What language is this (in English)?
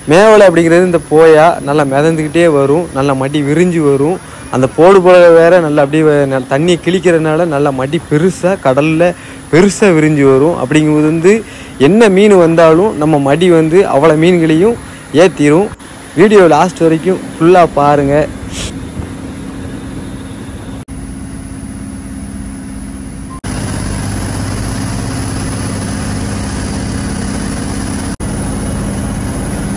Tamil